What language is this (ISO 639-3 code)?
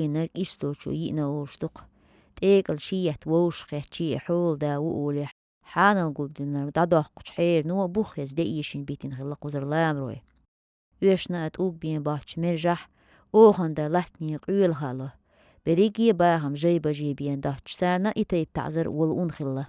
che